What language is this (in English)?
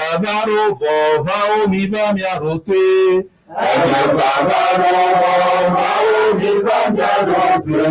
Ewe